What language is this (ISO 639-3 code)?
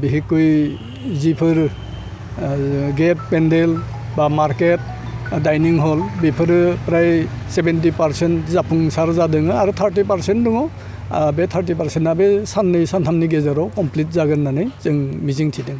brx